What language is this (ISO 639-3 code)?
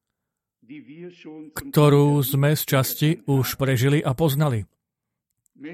slk